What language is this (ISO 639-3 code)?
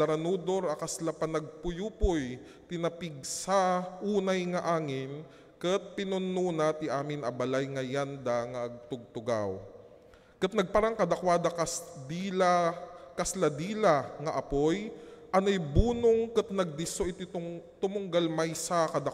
ilo